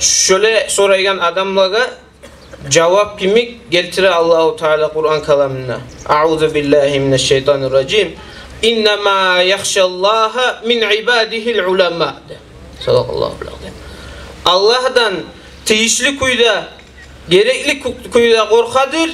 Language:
Kumyk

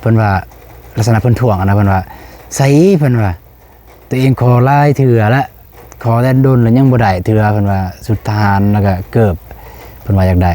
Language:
Lao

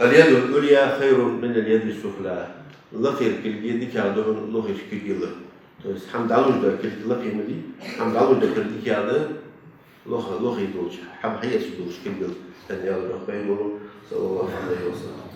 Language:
Ingush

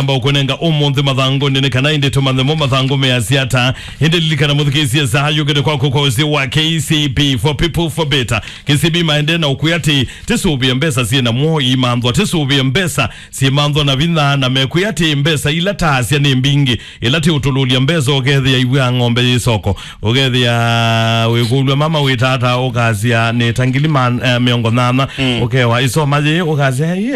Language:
Kamba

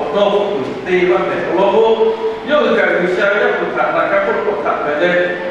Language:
Lahu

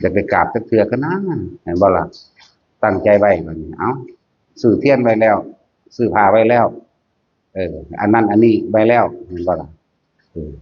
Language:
Northeastern Thai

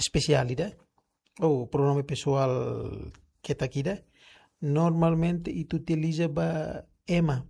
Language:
Tetum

